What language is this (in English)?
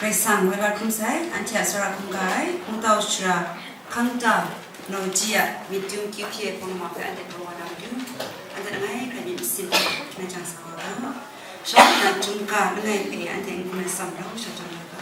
Kachin